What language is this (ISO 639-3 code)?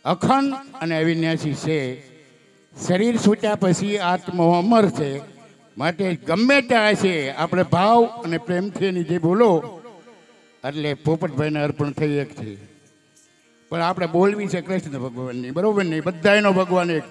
guj